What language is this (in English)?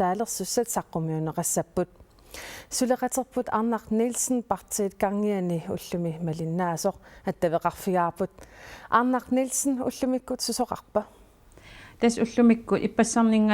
Kalaallisut